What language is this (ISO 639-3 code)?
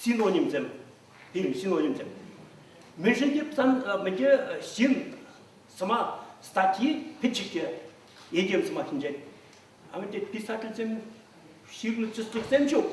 chv